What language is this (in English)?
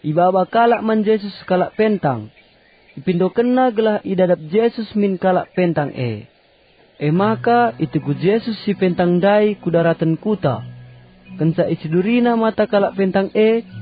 Batak Karo